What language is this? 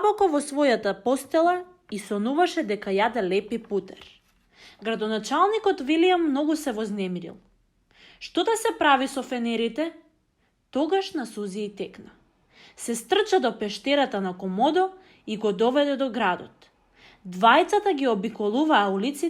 Macedonian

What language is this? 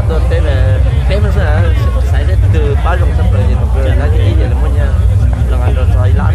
Hmong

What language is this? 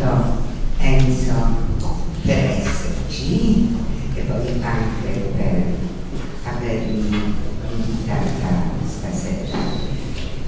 Italian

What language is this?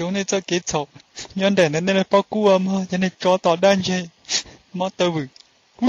Hmong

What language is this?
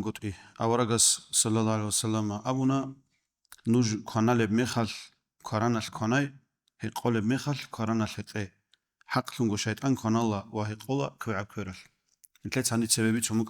Avaric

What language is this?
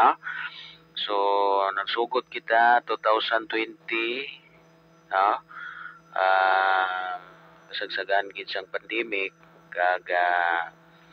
Hiligaynon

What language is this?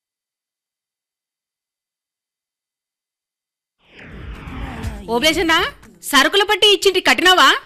Telugu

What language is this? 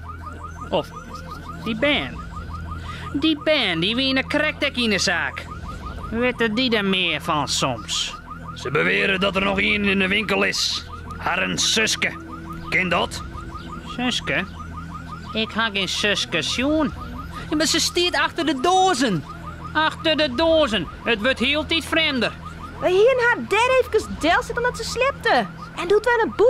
Western Frisian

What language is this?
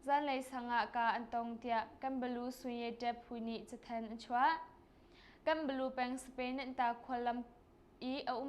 Hakha Chin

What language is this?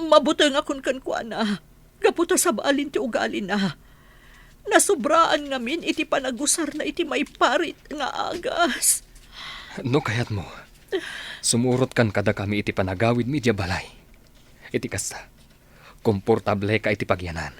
Iloko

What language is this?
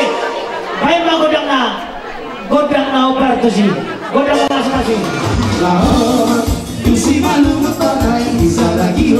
Batak Toba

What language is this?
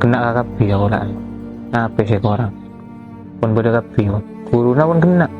Madurese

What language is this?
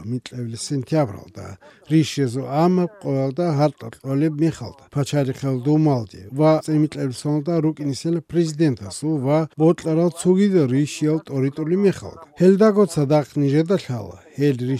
Avaric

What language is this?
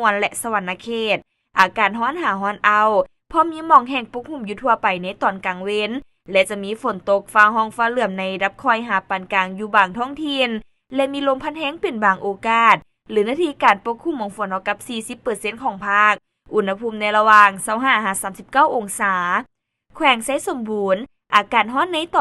Lao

